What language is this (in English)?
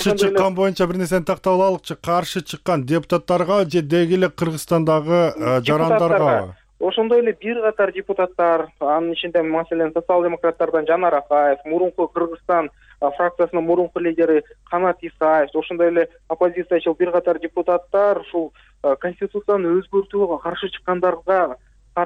Kyrgyz